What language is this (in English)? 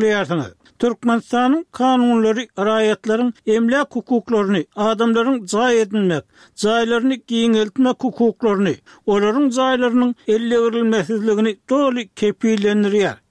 Turkmen